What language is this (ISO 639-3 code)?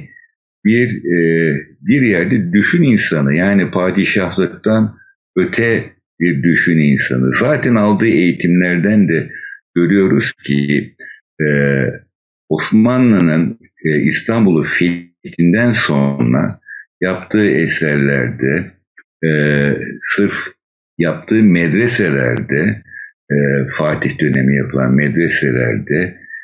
tur